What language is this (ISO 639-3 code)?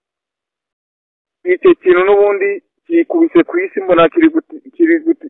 kin